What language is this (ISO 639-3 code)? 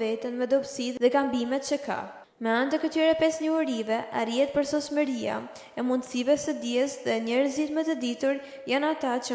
sqi